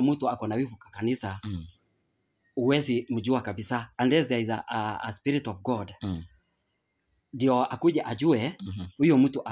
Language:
Swahili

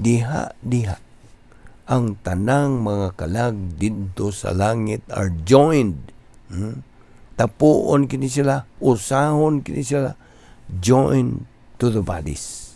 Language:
Cebuano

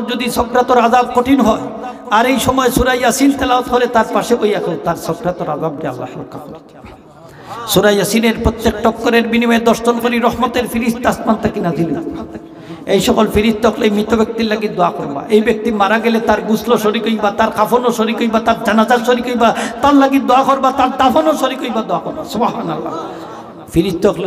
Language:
Sylheti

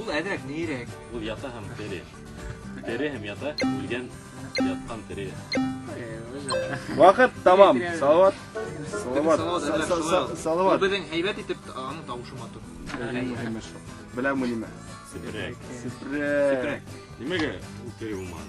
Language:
Bashkir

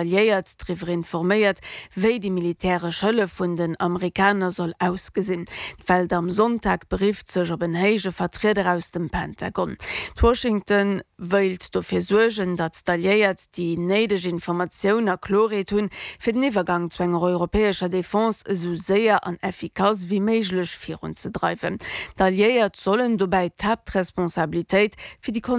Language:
Luxembourgish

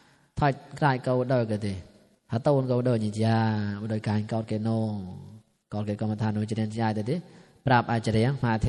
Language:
Mon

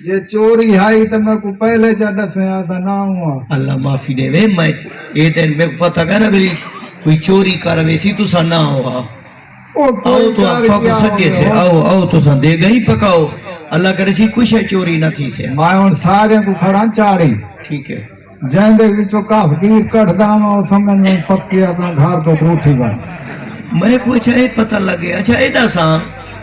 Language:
Saraiki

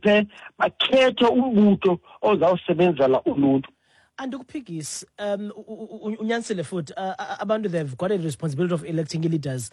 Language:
Xhosa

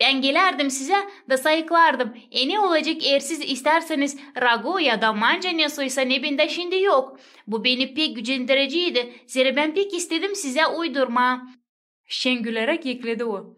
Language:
Gagauz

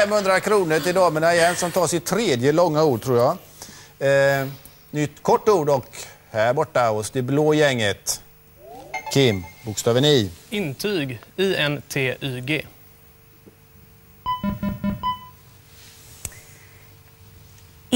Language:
Swedish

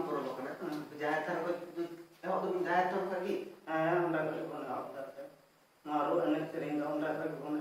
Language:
Santali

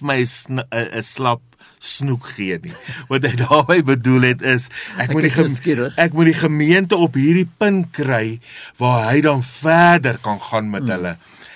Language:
Afrikaans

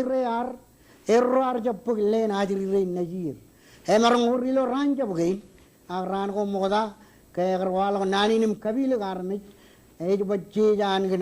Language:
Marshallese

